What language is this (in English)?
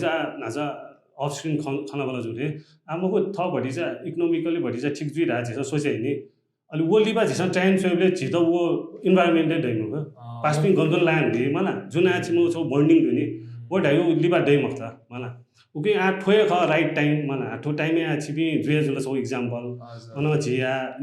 Newari